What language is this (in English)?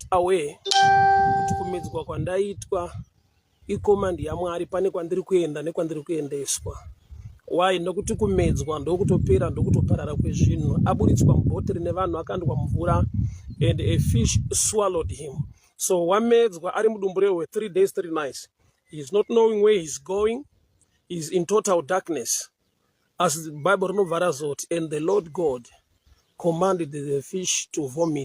Shona